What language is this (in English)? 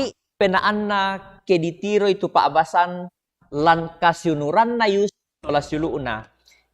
Toraja-Sa'dan